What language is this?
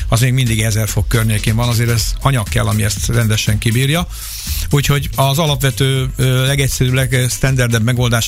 Hungarian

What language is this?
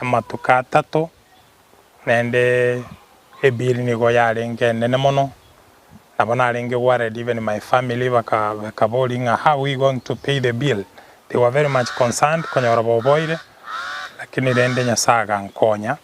Gusii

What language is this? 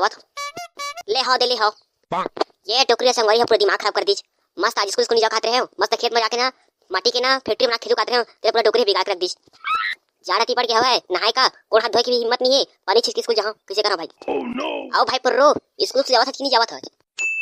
Chhattisgarhi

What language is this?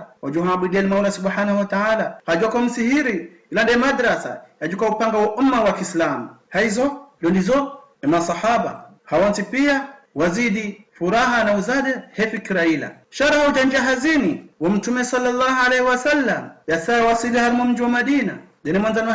Ngazidja Comorian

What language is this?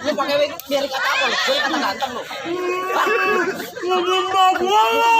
Betawi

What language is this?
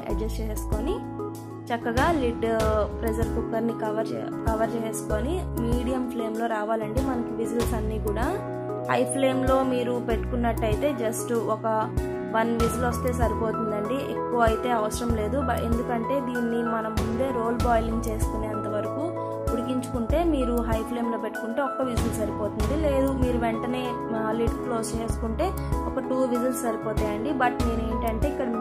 Telugu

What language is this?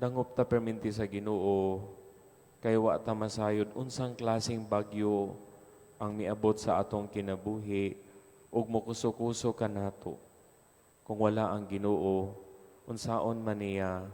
Cebuano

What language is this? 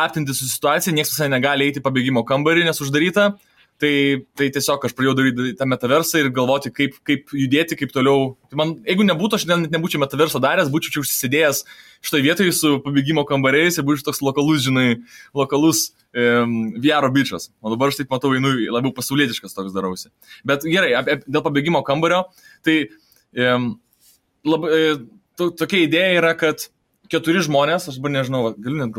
Lithuanian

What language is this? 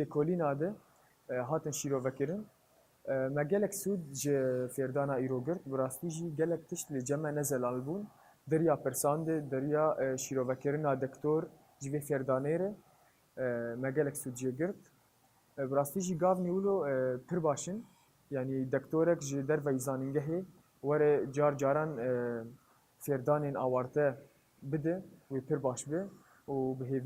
Kurdish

